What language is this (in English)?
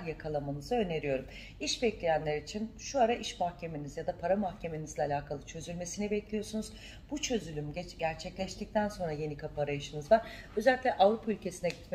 Turkish